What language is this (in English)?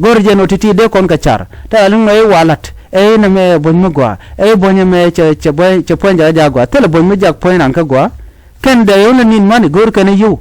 Nuer